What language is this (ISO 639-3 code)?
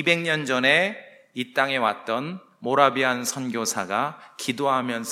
kor